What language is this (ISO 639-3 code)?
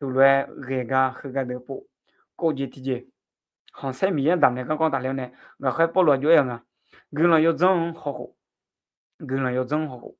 ahk